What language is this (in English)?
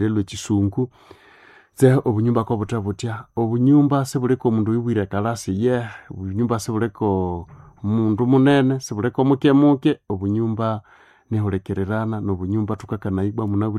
Nande